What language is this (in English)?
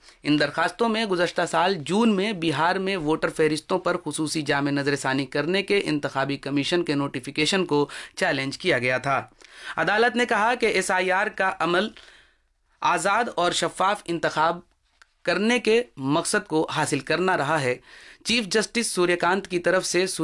Urdu